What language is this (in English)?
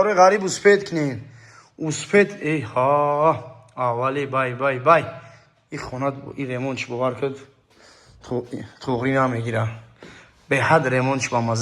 Tajik